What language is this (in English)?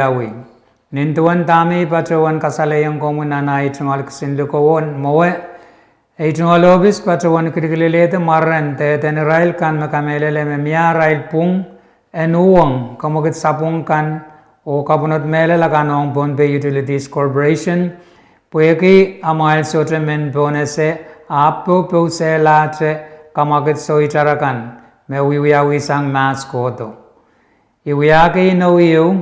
Pohnpeian